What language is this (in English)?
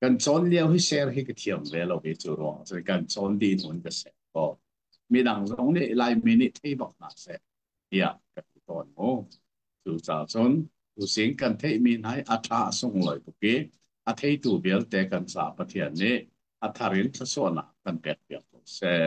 Hakha Chin